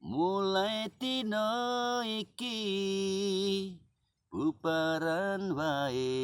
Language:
Javanese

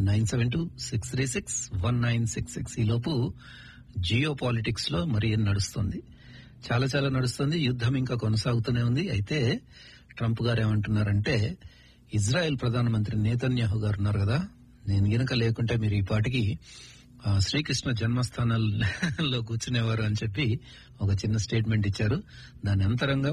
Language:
Telugu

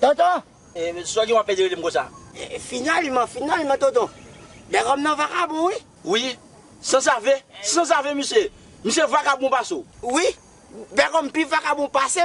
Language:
Haitian Creole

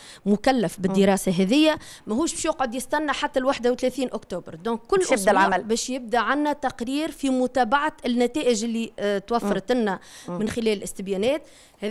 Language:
Tunisian Arabic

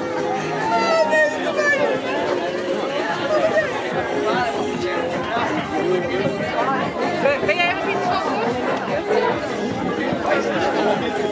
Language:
Dutch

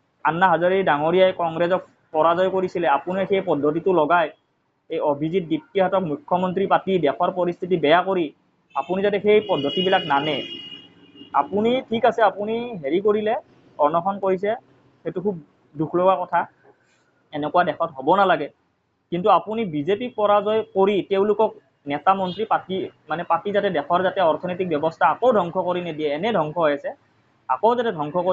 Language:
Assamese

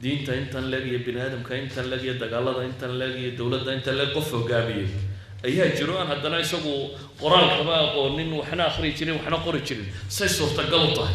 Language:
Somali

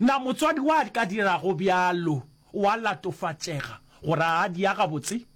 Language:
Northern Sotho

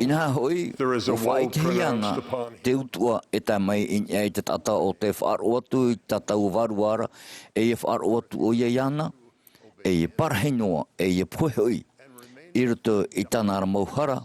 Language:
Tahitian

